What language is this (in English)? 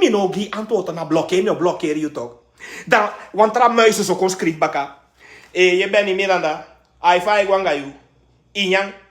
Sranan Tongo